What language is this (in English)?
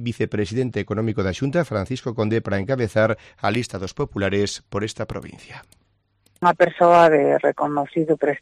Galician